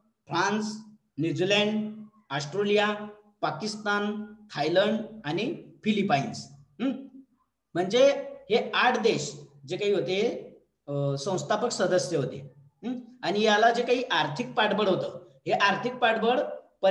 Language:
Marathi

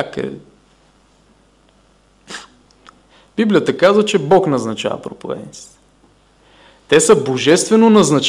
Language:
Bulgarian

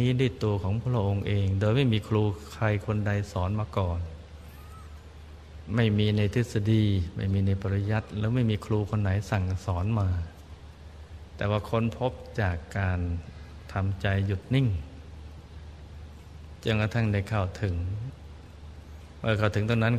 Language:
Thai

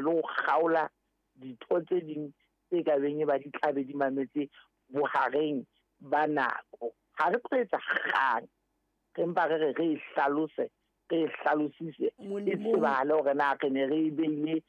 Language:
Southern Sotho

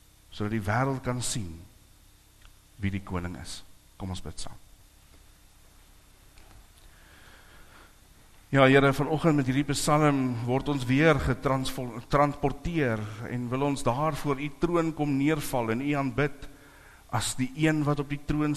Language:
Afrikaans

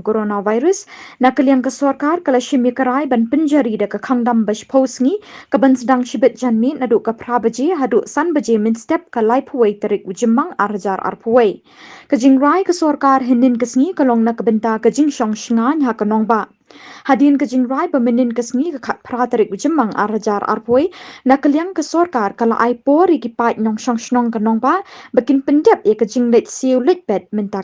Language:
Khasi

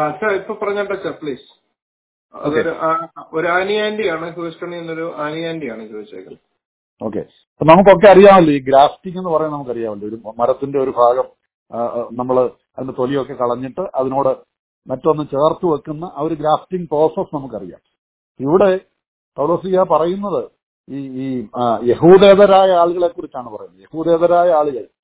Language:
Malayalam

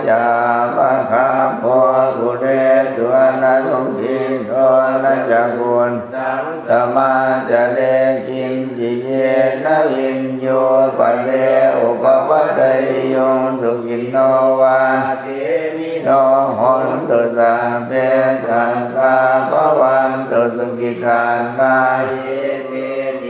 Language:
Pali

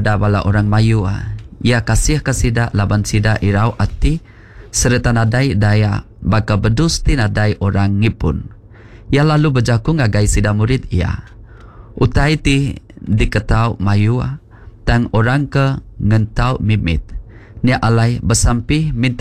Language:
Iban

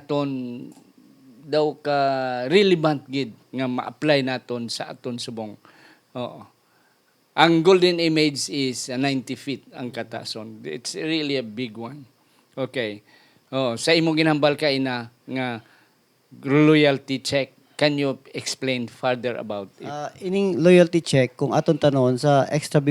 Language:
Hiligaynon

